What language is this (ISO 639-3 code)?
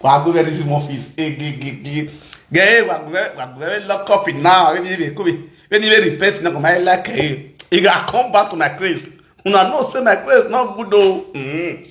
pcm